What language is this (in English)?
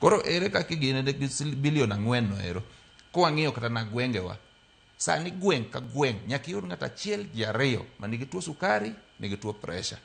Luo (Kenya and Tanzania)